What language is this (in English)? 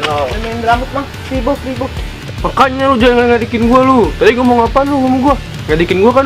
Betawi